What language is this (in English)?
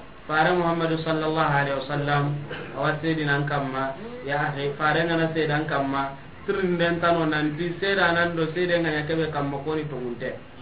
Soninke